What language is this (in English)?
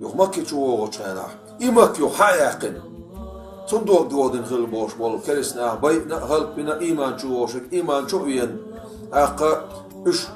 Chechen